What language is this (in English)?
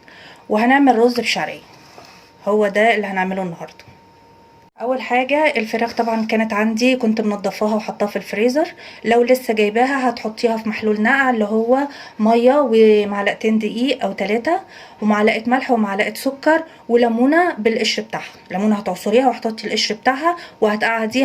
Egyptian Arabic